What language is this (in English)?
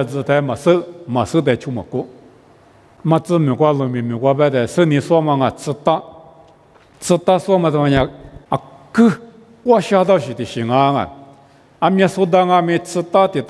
Lisu